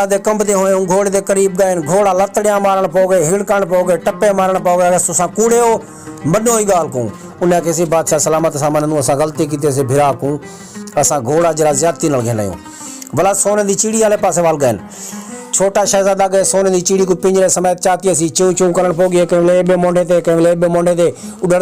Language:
Saraiki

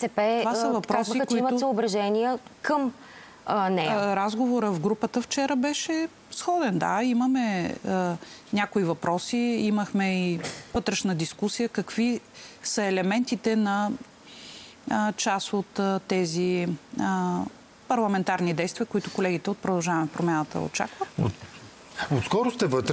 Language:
Bulgarian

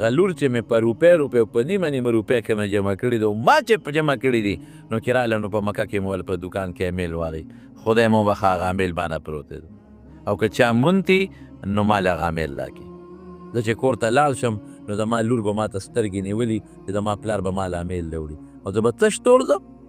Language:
Pashto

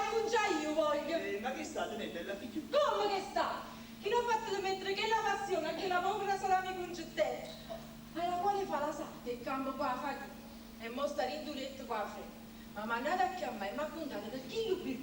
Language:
Neapolitan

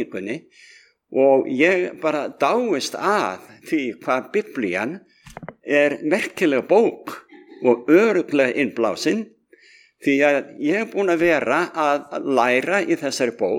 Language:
Icelandic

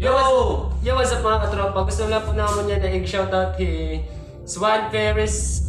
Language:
Waray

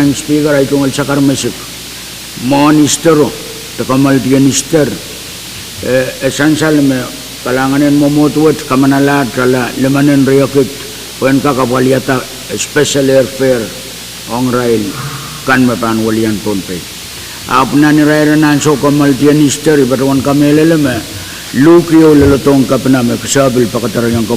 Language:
Pohnpeian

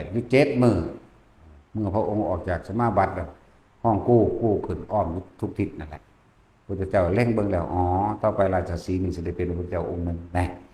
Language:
Lao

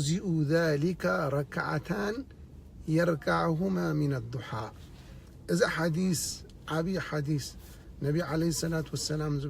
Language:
Tigrinya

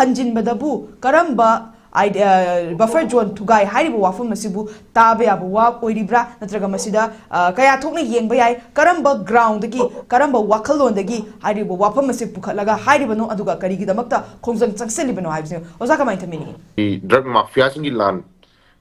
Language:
Manipuri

